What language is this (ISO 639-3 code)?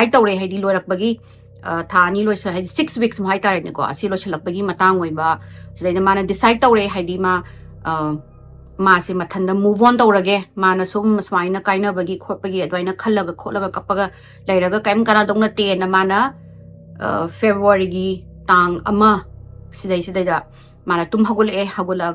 mni